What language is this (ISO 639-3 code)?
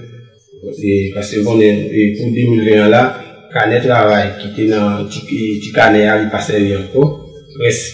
hat